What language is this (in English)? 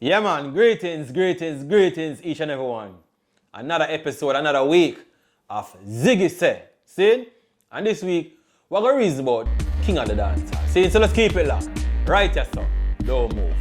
Jamaican Creole English